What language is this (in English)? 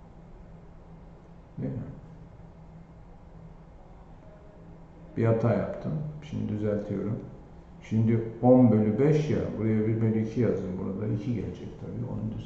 Turkish